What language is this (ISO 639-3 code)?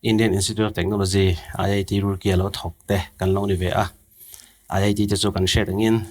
lus